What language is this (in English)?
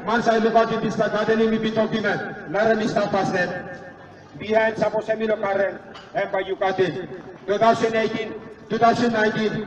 Tok Pisin